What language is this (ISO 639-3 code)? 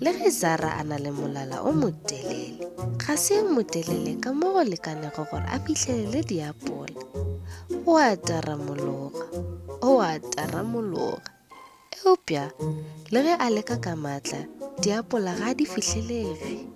nso